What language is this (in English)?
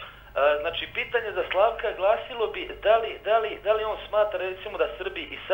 Serbian